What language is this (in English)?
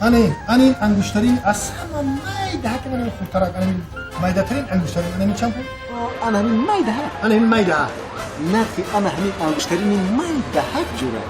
Tajik